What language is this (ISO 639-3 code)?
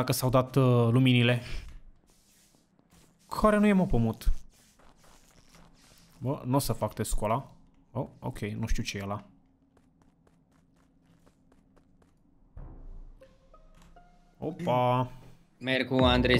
ron